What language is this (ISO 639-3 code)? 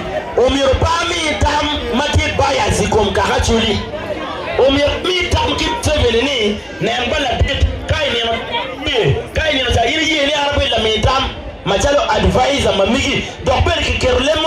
ach